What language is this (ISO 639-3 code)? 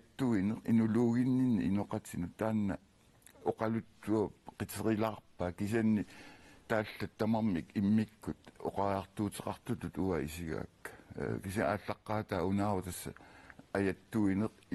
kal